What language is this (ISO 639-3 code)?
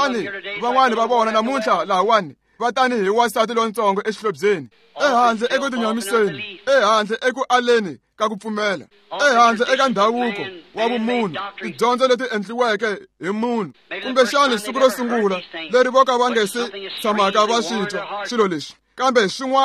tso